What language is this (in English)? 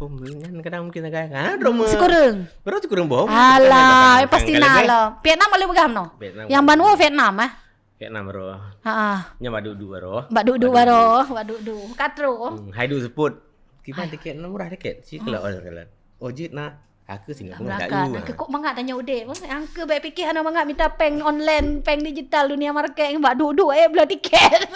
Achinese